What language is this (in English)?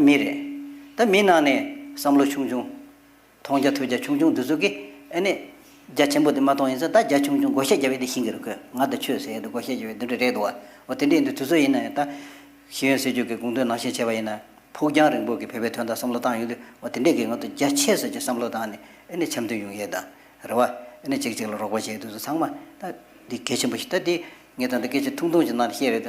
Tibetan